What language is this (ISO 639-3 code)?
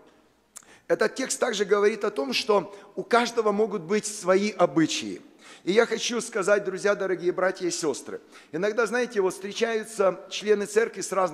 rus